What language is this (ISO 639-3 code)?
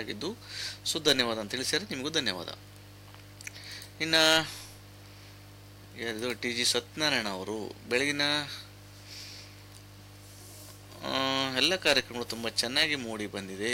kan